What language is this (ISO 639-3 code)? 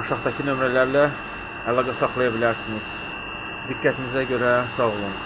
aze